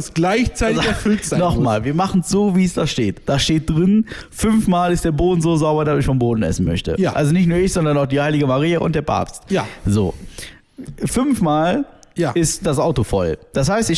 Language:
German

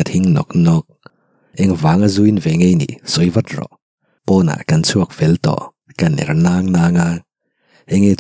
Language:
Mizo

